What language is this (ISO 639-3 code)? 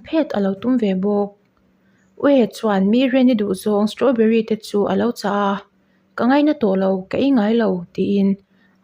lus